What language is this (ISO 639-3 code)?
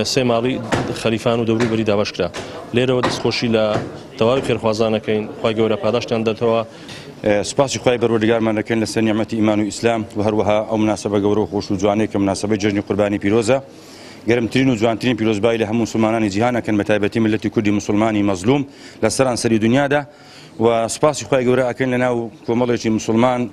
ckb